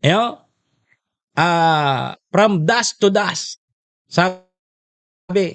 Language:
Bikol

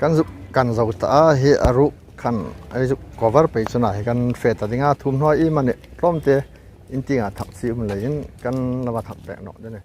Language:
Hmar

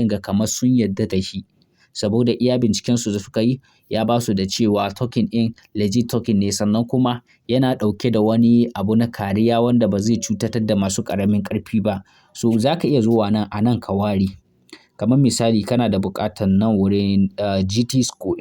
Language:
Hausa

